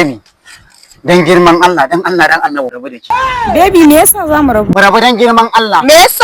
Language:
Hausa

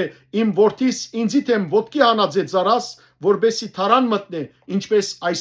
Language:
Western Armenian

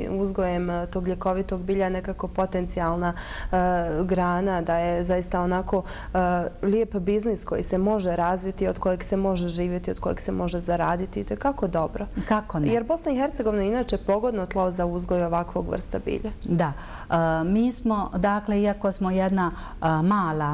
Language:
Bosnian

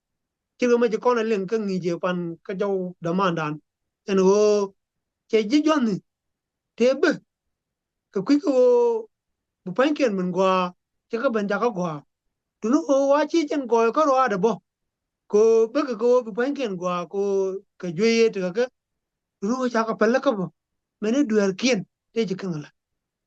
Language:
Nuer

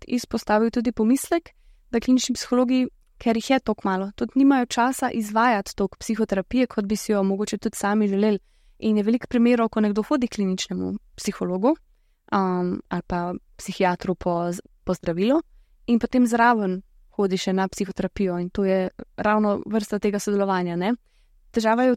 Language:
Slovenian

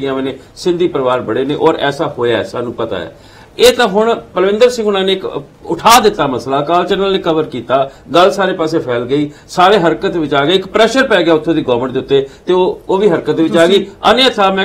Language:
Punjabi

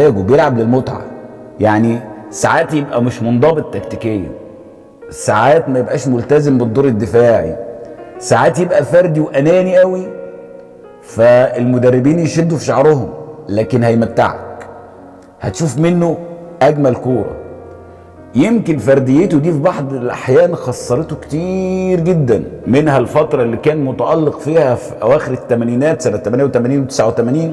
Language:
Egyptian Arabic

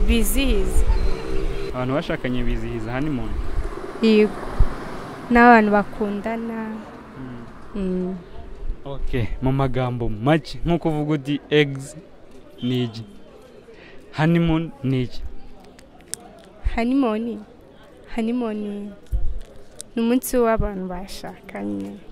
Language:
Kinyarwanda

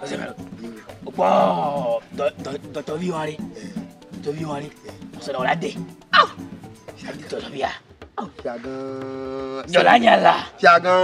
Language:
Ewe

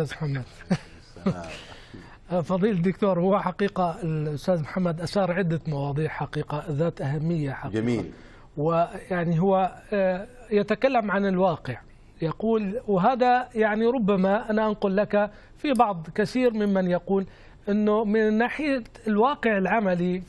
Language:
Arabic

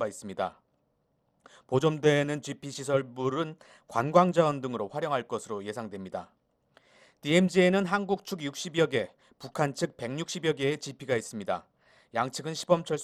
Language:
Korean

